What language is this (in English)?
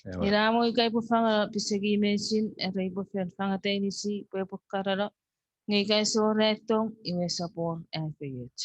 Chuukese